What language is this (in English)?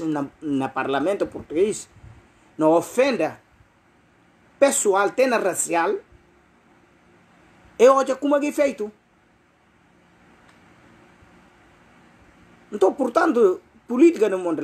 Upper Guinea Crioulo